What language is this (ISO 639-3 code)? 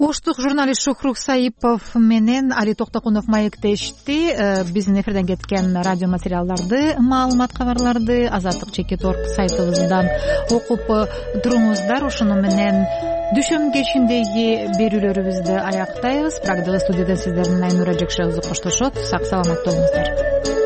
kir